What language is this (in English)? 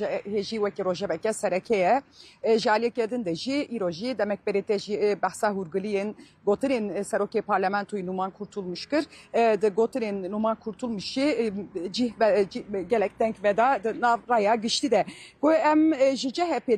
Kurdish